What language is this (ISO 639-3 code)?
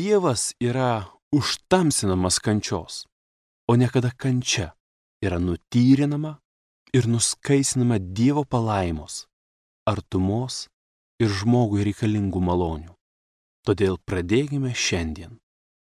lit